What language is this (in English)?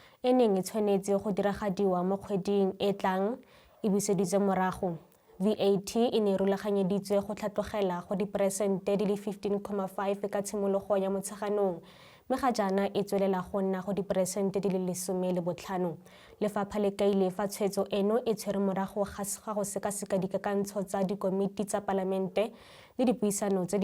Tswana